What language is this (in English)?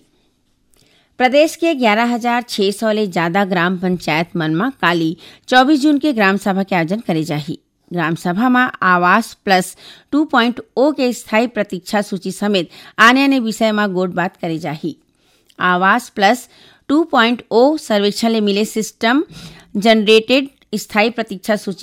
Chhattisgarhi